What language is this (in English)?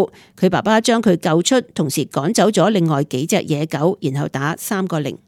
Cantonese